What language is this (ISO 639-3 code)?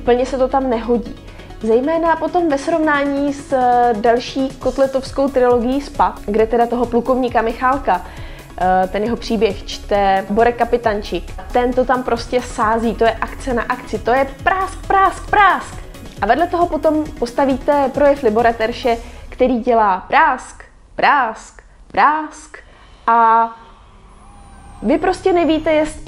ces